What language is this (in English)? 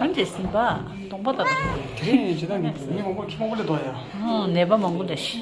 Tibetan